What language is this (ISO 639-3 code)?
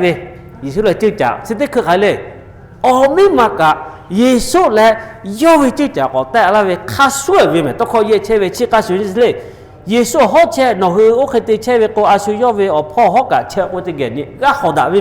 lhu